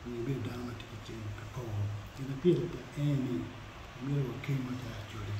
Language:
Acoli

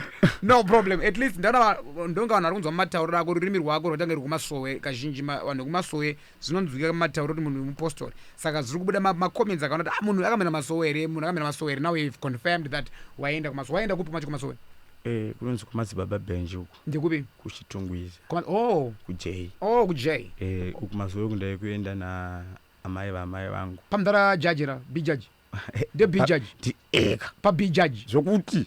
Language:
Shona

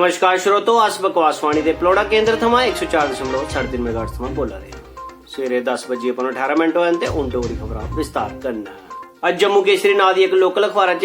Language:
Dogri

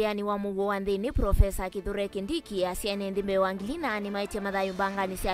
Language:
Kamba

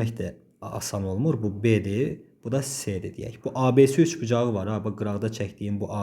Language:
Azerbaijani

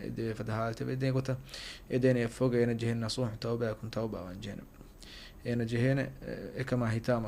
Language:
Divehi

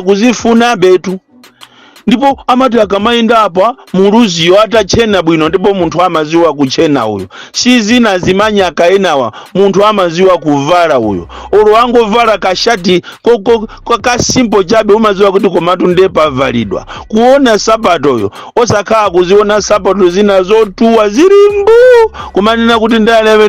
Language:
Nyanja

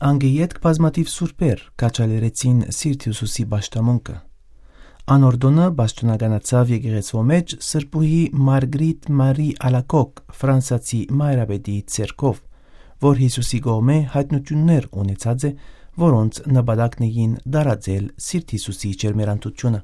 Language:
Western Armenian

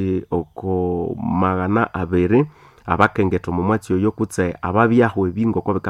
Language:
Nande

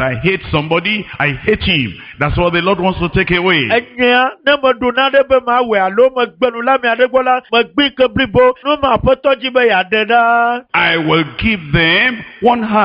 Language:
Ewe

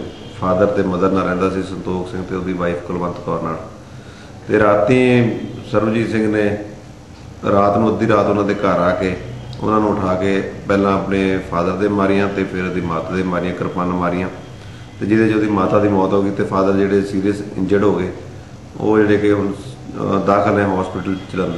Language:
Punjabi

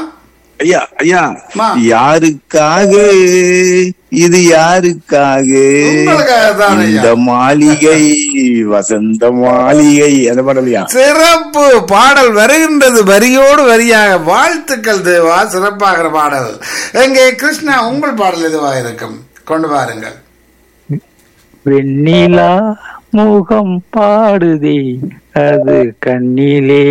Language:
Tamil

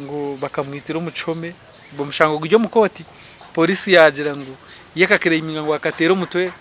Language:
Nyankole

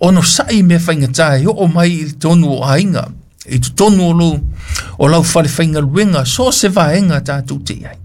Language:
Samoan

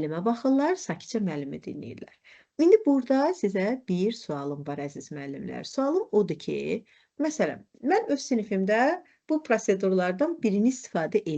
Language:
Azerbaijani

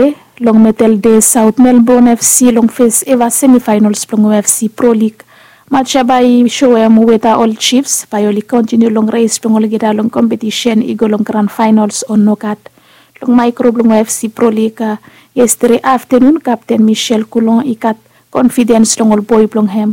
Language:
Bislama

